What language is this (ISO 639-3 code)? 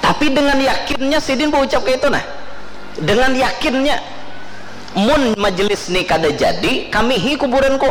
bjn